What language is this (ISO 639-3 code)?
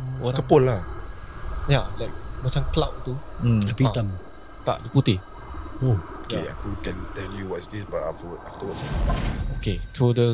msa